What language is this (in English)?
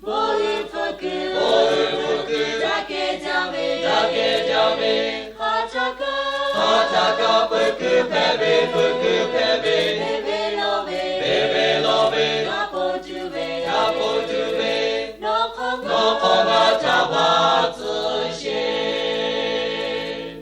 Lahu